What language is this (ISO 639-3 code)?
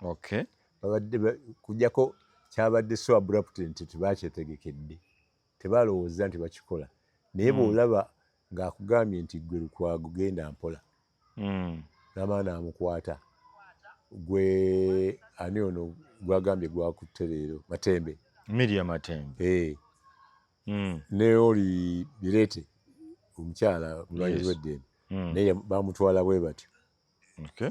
lug